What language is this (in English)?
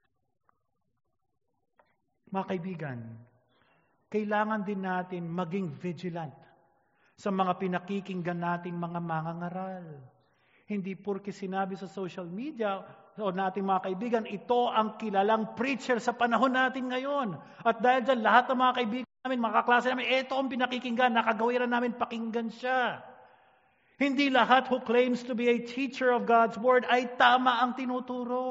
Filipino